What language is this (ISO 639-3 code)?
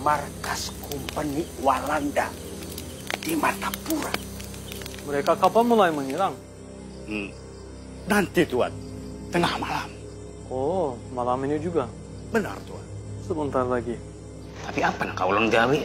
bjn